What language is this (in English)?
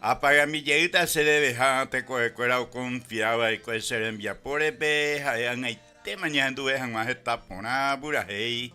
Guarani